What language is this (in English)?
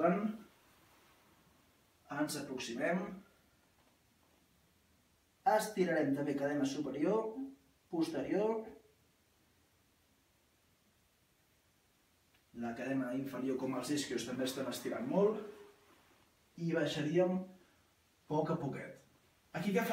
Catalan